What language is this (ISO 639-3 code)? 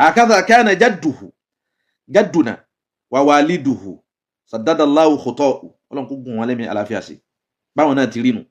yor